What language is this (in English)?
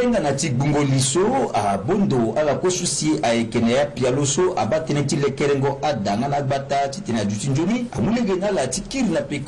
Sango